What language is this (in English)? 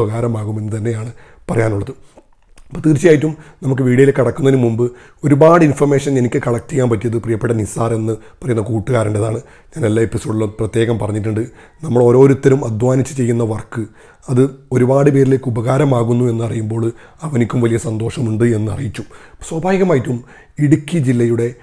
Malayalam